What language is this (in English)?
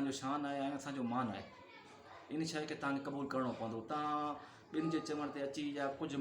Sindhi